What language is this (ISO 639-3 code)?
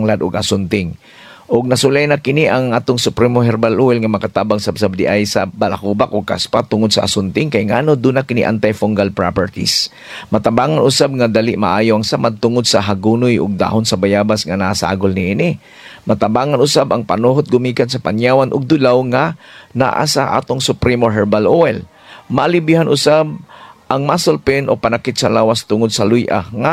ceb